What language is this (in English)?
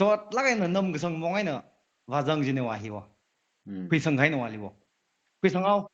Tangkhul Naga (India)